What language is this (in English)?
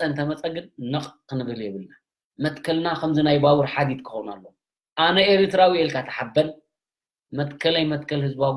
Tigrinya